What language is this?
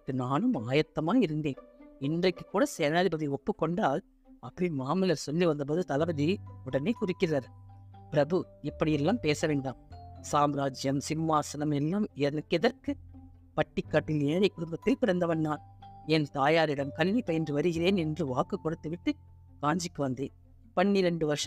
Tamil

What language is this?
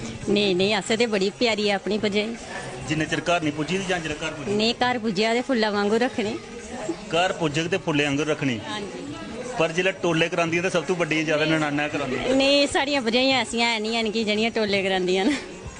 Dogri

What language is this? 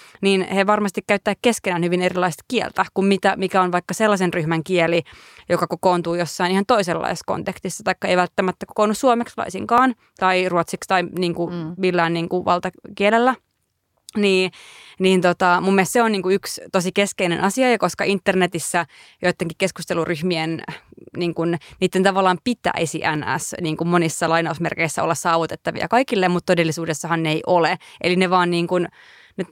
Finnish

